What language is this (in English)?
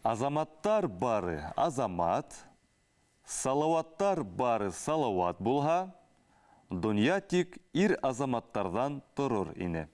Bashkir